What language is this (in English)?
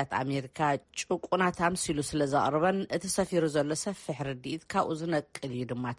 Tigrinya